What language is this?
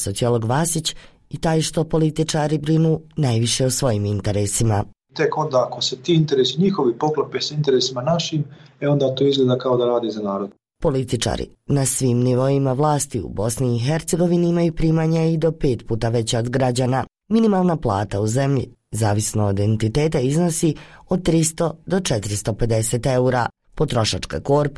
Bosnian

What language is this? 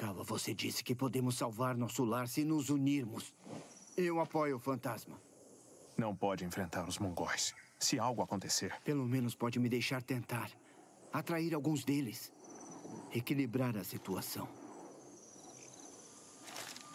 Portuguese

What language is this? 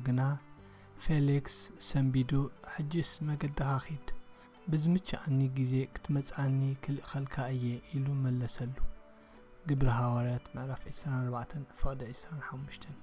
Tigrinya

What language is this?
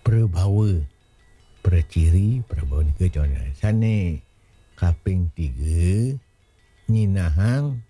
Balinese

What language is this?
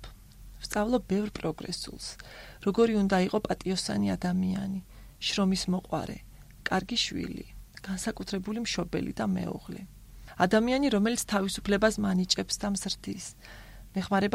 Georgian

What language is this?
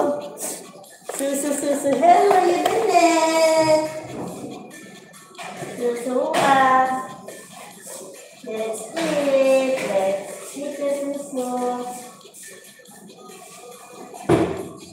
Filipino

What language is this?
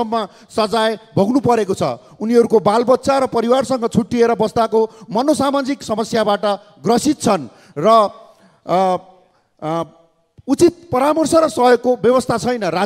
Nepali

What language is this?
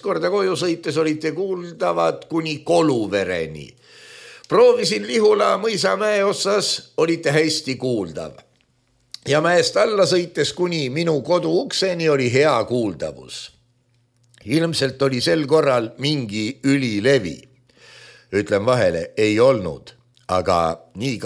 Estonian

